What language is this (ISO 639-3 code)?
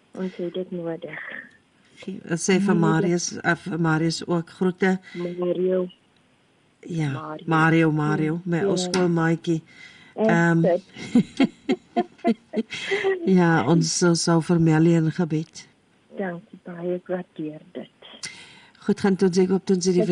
afr